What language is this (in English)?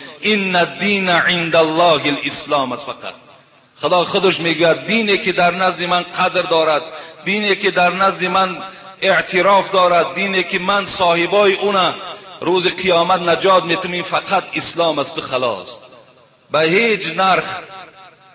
Tajik